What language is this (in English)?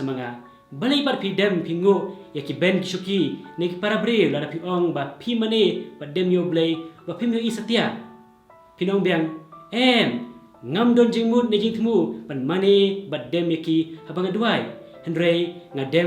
Khasi